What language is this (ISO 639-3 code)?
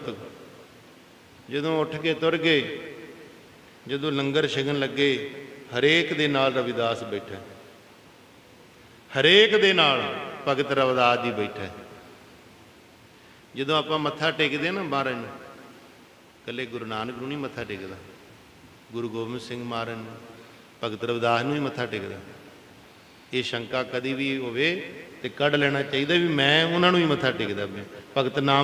pan